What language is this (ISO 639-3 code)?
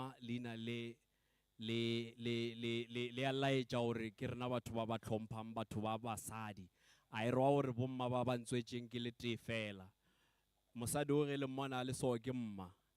nso